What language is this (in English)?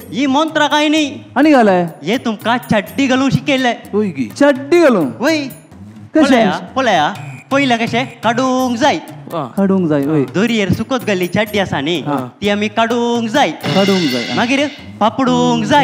Konkani